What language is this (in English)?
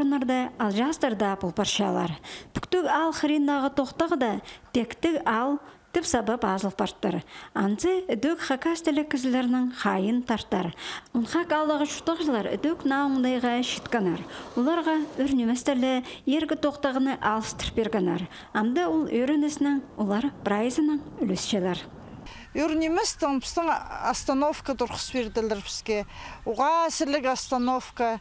Khakas